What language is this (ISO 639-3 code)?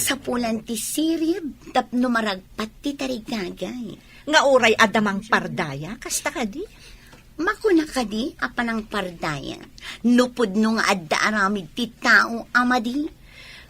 ilo